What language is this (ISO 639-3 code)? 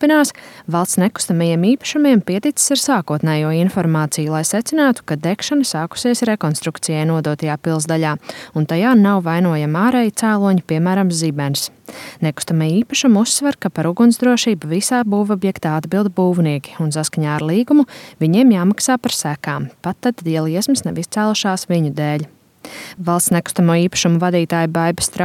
lav